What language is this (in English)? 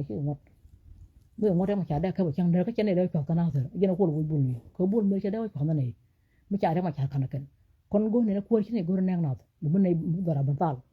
Nuer